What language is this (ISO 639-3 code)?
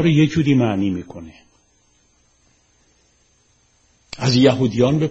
fas